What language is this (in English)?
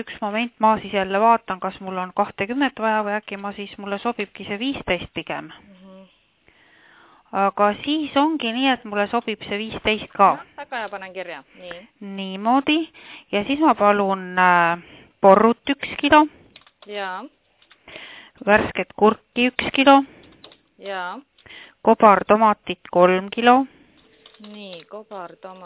Estonian